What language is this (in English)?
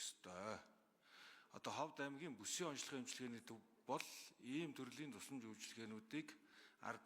Mongolian